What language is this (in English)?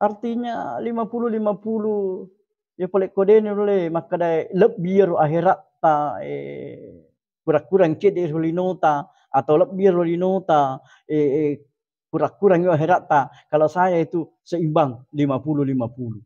Buginese